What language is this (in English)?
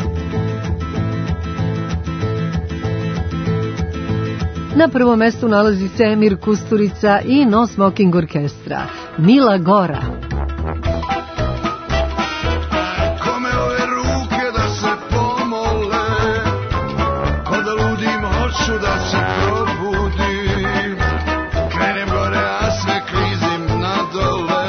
Serbian